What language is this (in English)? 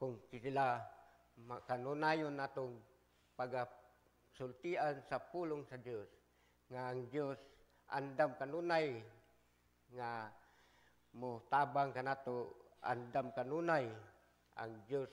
Cebuano